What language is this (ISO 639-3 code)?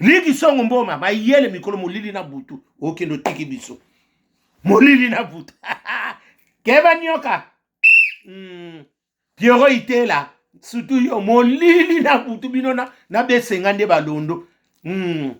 lin